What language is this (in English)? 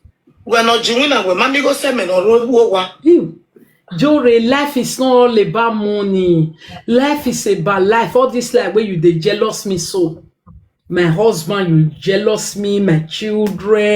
Nigerian Pidgin